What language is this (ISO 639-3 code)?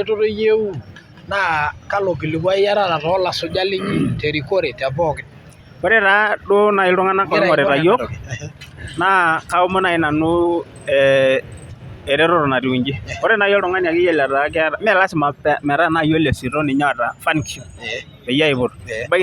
mas